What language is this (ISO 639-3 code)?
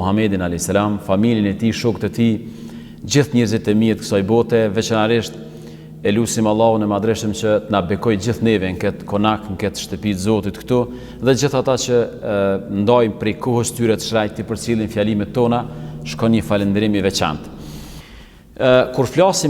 sqi